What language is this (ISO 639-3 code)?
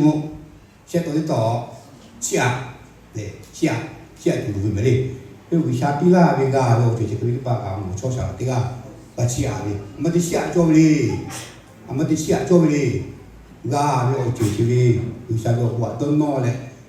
lhu